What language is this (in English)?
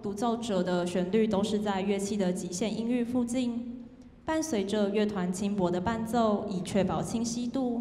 Chinese